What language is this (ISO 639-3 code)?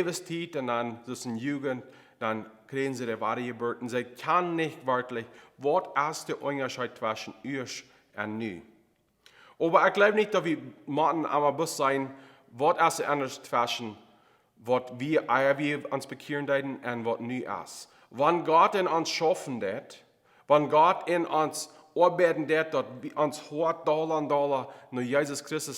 pdt